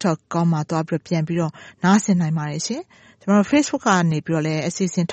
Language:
Burmese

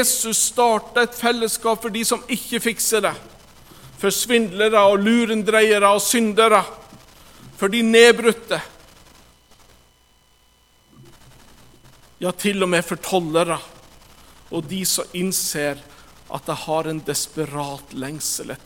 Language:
Norwegian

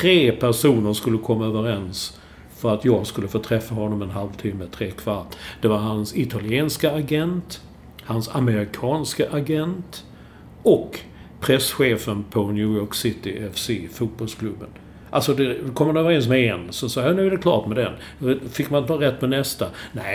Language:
Swedish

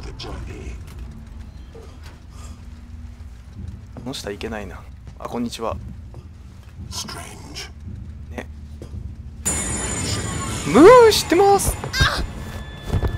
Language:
Japanese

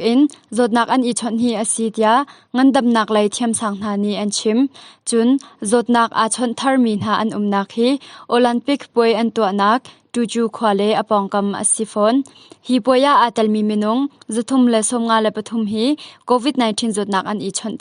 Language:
Hakha Chin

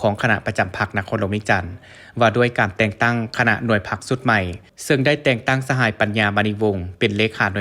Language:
Lao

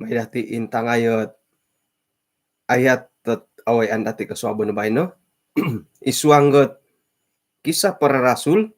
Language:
Central Dusun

